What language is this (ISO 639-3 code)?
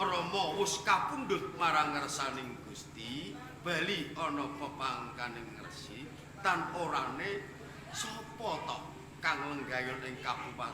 jav